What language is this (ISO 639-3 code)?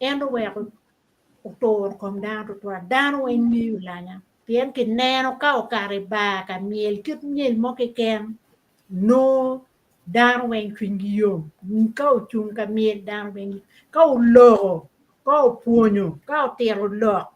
ach